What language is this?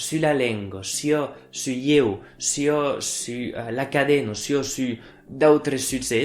Occitan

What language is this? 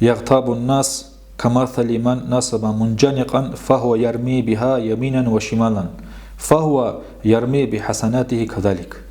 Dargwa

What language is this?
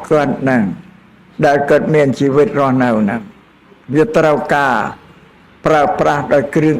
Khmer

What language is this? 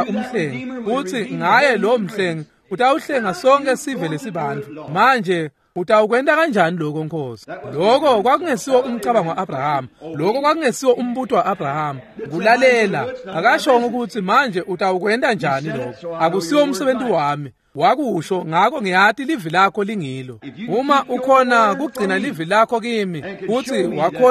Swati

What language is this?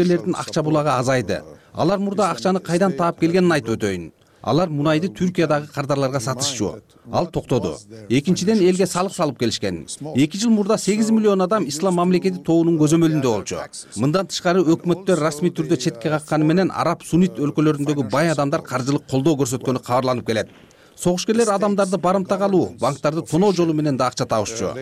Kyrgyz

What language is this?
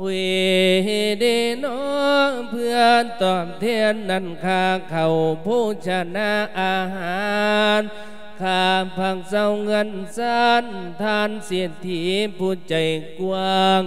Lao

